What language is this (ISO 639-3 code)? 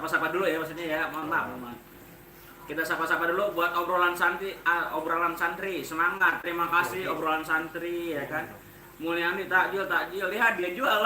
bew